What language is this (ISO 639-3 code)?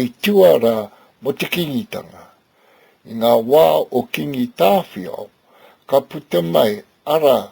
mri